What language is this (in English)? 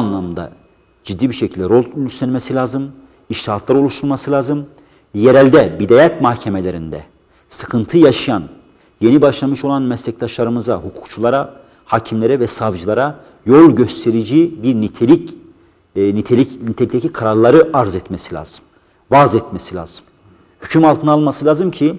Turkish